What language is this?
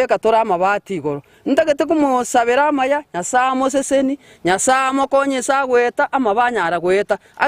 Gusii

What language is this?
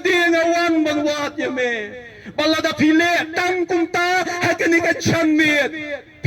Khasi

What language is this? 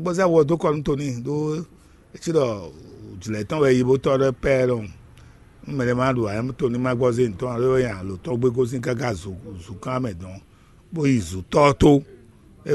Fon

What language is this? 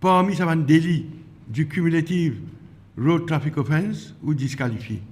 Morisyen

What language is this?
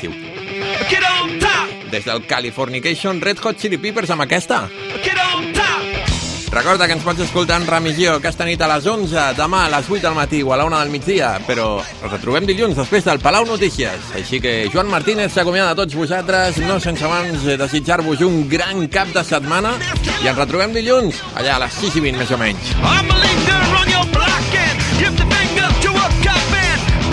Catalan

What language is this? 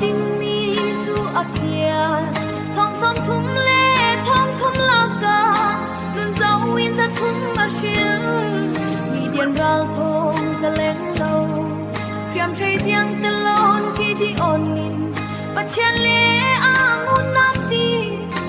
Falam Chin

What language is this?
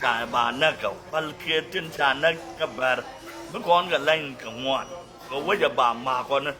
Nuer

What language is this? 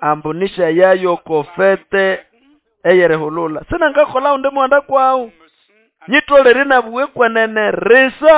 Nande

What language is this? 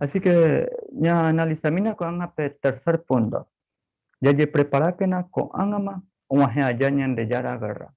Guarani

